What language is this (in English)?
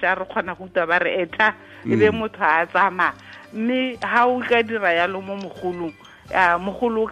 Tswana